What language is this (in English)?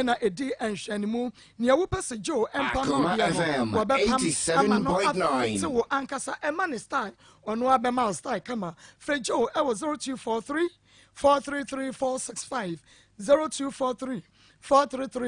Akan